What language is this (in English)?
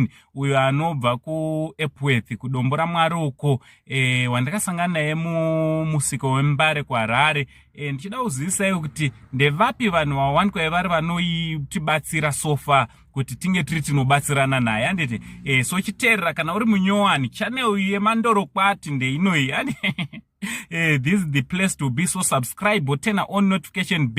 Shona